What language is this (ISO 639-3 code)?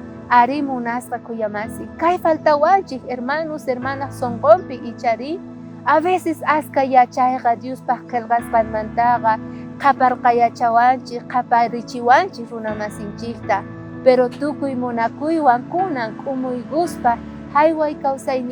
quh